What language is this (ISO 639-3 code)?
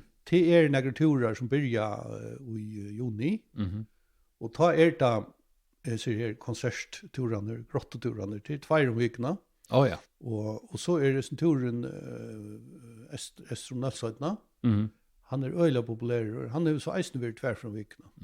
fao